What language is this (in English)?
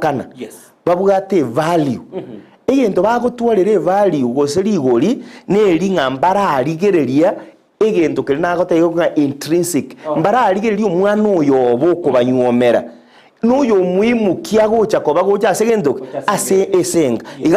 Gusii